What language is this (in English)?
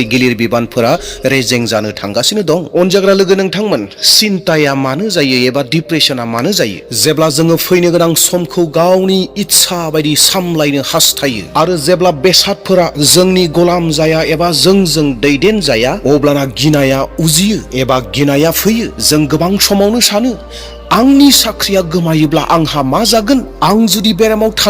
Bodo